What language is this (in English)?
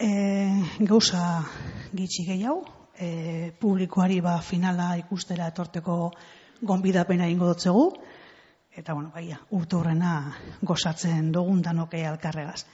Basque